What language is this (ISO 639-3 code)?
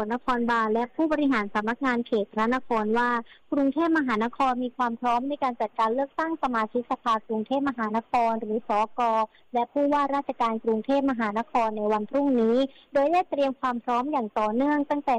tha